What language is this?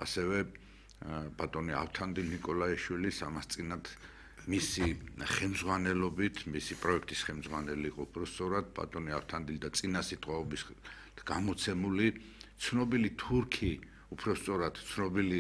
Georgian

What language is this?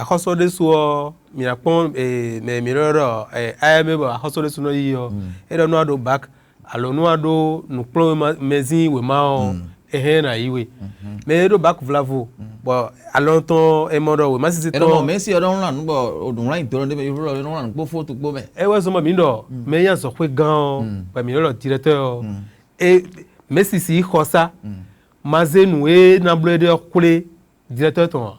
Fon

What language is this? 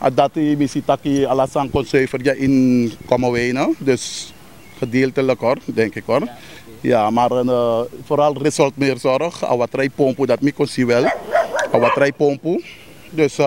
Sranan Tongo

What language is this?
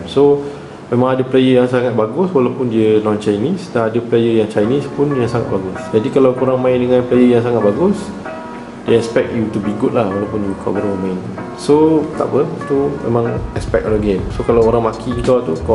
Malay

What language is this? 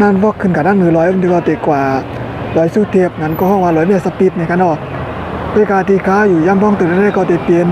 Shan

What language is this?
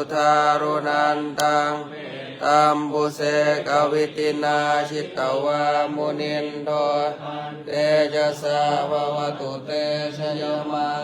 Pali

